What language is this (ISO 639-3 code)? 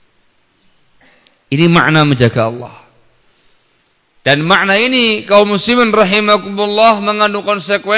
ind